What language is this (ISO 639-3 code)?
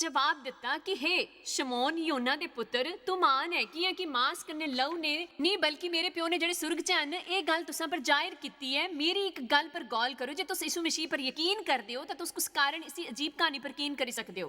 doi